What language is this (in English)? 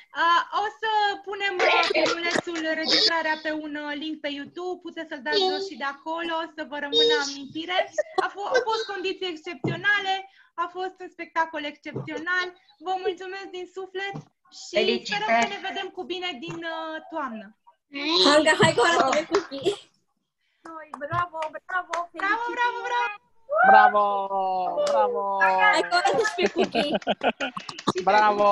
Romanian